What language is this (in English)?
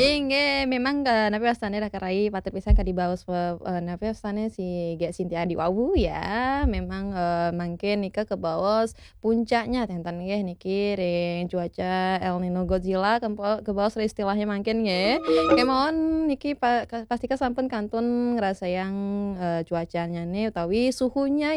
Balinese